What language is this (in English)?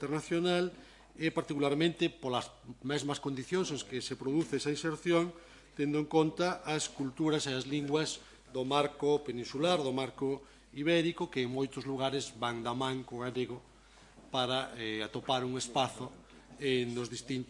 Galician